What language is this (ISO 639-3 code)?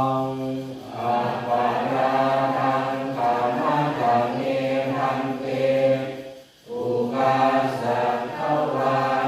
pli